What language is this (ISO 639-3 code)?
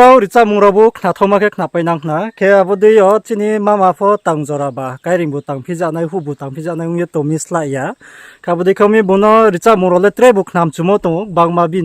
ria